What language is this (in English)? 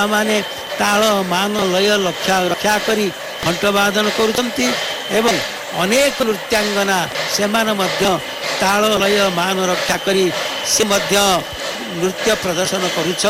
Odia